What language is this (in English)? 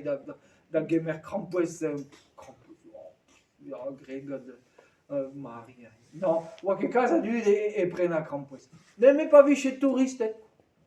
Breton